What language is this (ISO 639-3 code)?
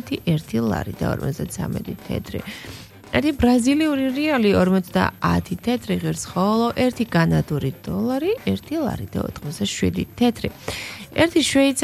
kat